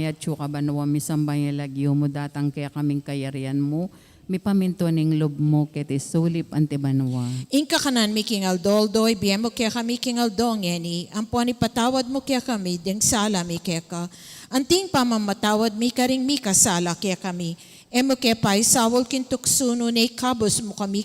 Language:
Pampanga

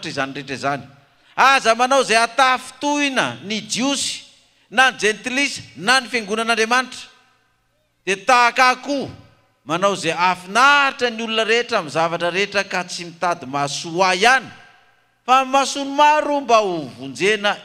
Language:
Malagasy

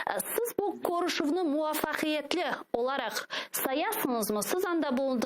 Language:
Crimean Tatar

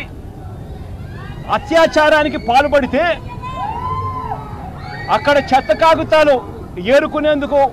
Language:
Telugu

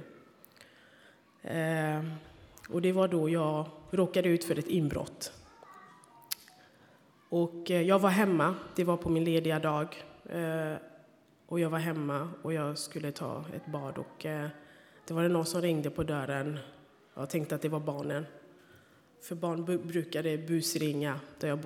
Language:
Swedish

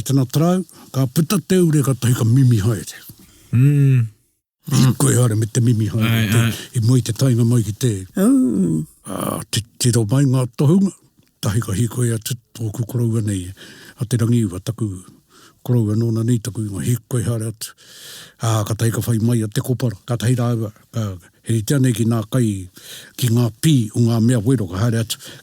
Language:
Māori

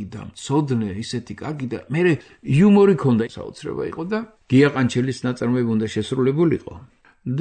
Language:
Georgian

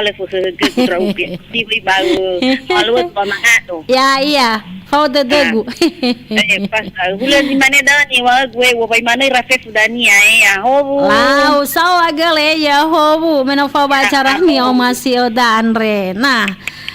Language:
Nias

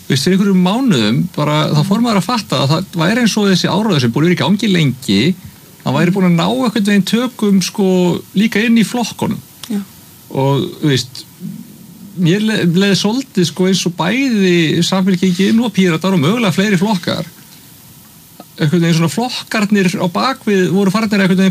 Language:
Icelandic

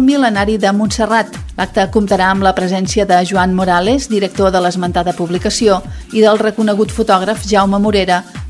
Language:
Catalan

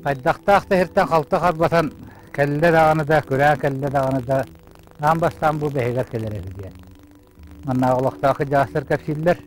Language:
Yakut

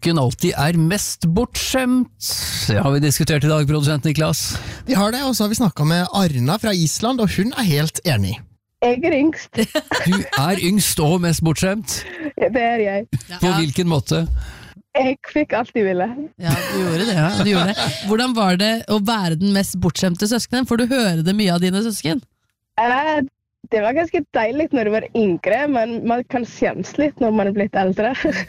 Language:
Norwegian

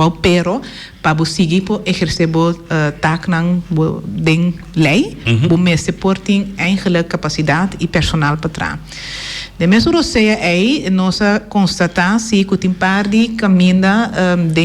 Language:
Papiamento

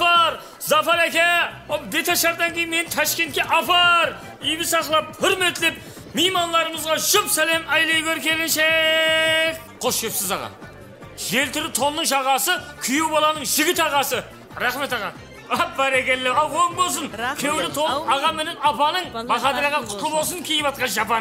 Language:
Kara-Kalpak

